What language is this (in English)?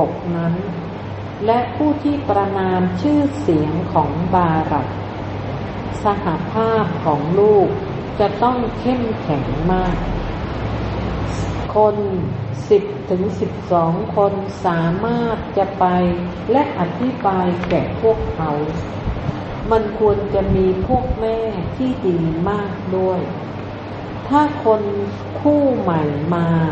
Thai